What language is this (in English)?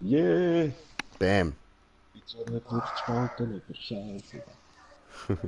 Swiss German